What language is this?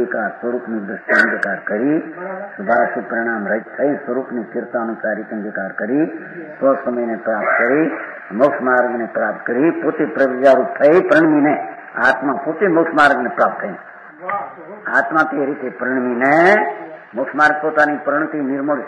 Gujarati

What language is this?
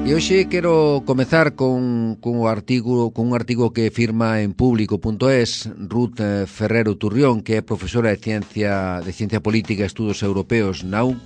Galician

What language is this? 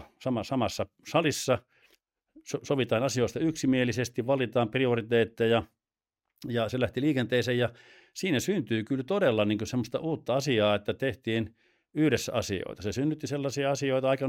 Finnish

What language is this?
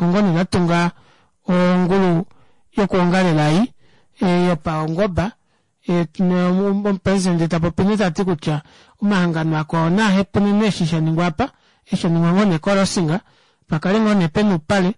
Kuanyama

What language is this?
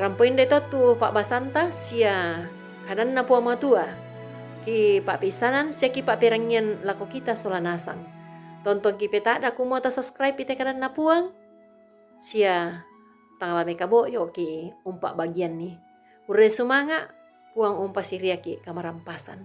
Toraja-Sa'dan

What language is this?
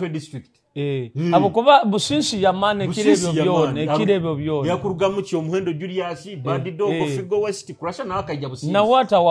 Nyoro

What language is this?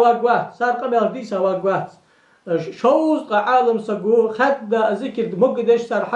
Ingush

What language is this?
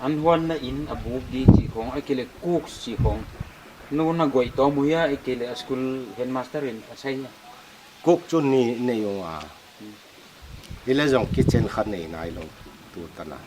Paite Chin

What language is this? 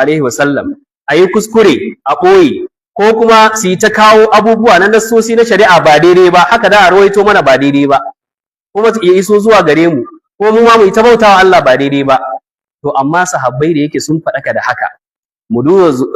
Hausa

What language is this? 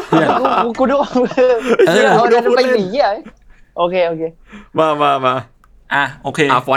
Thai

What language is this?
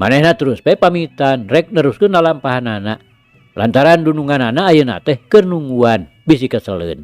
Sundanese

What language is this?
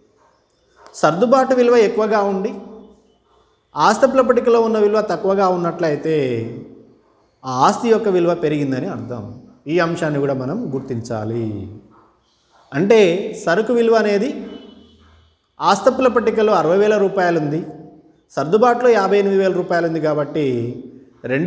Telugu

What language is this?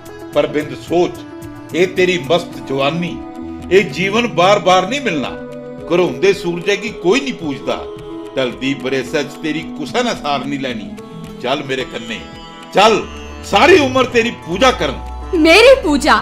Dogri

